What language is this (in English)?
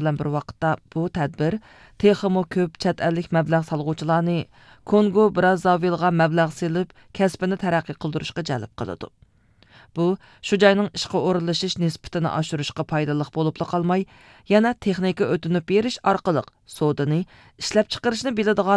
Uyghur